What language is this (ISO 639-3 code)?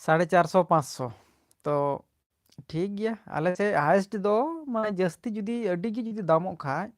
sat